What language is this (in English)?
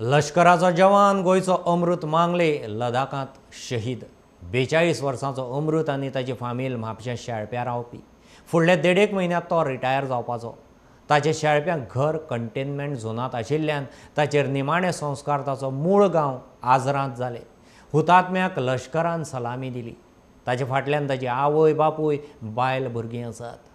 Konkani